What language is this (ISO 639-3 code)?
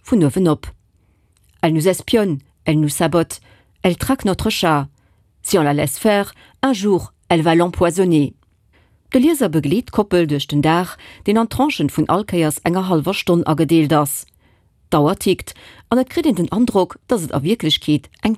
ltz